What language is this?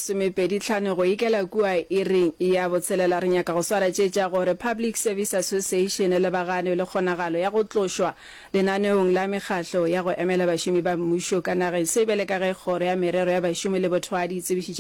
Northern Sotho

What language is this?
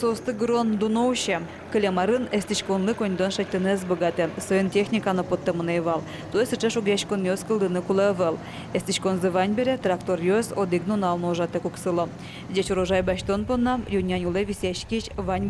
Udmurt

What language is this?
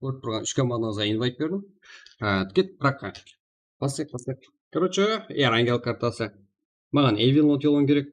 Kara-Kalpak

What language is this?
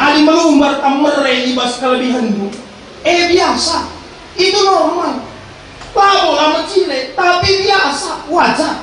Batak Karo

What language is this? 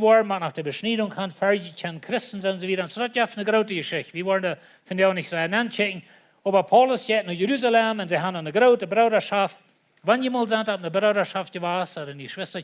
Plautdietsch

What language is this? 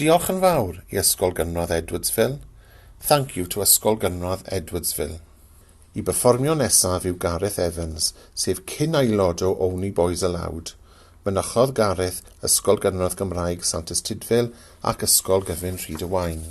Welsh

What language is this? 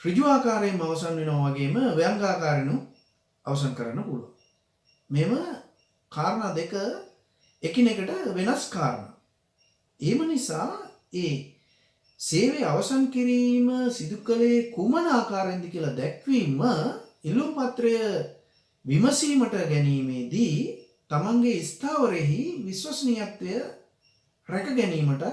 Sinhala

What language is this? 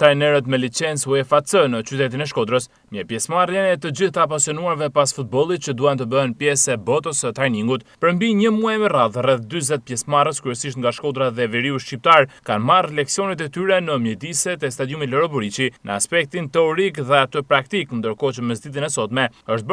Albanian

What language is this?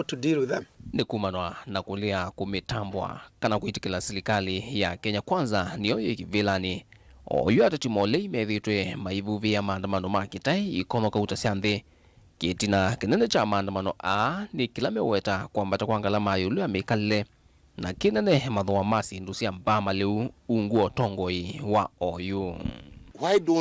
Kamba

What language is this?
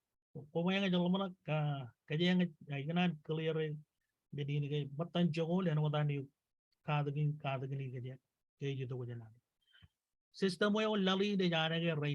Marshallese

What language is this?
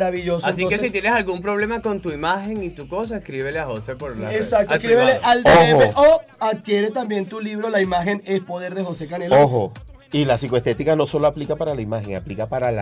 Spanish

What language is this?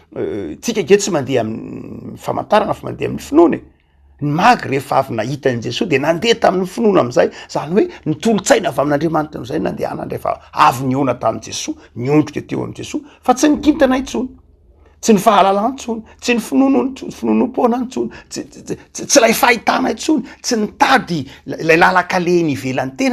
Malagasy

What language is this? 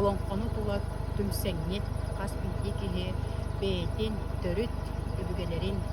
Yakut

